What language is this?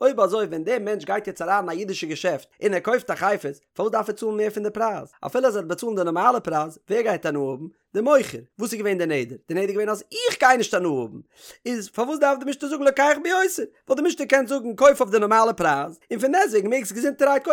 Yiddish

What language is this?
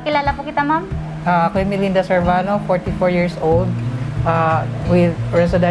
Waray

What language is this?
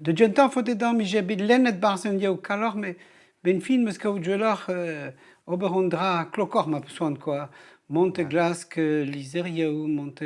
Breton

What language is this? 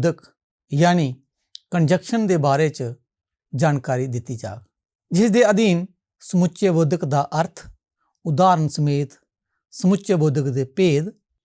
Dogri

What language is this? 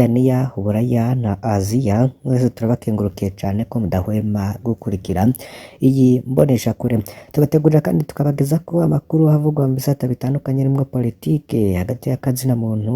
Rundi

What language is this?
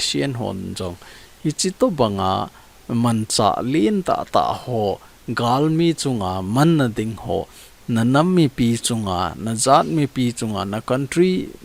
Thado Chin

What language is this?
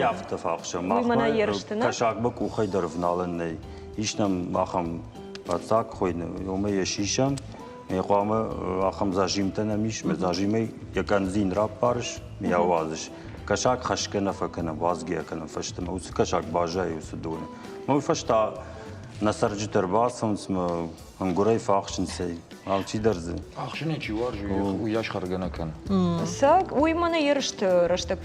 Ossetic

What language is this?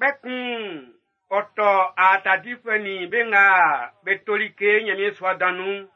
Baoulé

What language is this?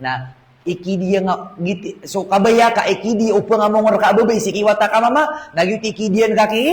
Maranao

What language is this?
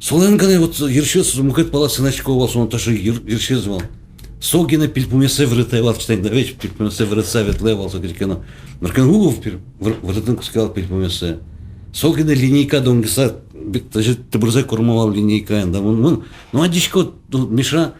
Udmurt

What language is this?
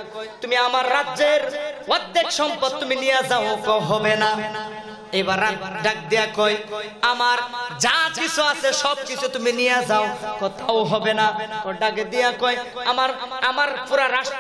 Bangla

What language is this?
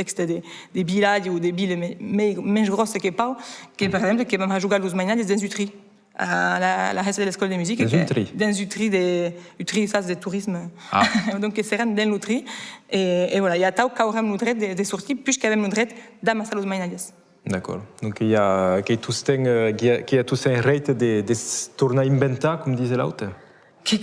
Occitan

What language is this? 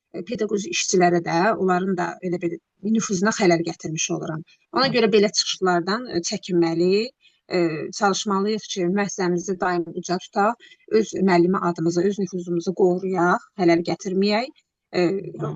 Azerbaijani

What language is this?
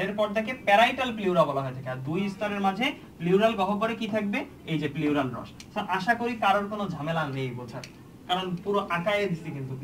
Bangla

